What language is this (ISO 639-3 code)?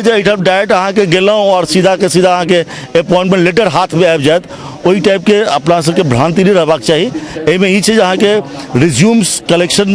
mai